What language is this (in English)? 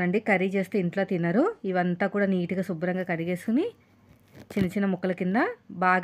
Telugu